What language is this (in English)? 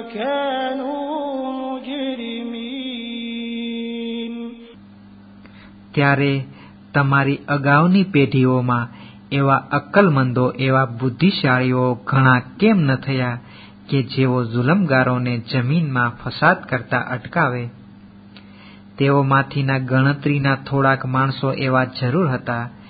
Gujarati